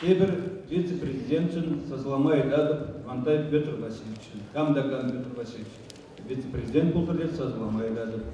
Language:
Chuvash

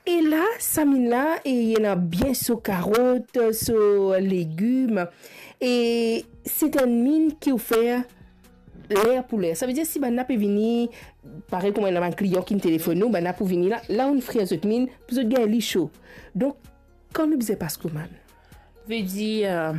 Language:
Morisyen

